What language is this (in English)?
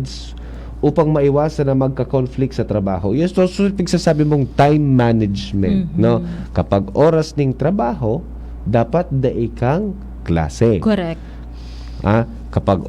Bikol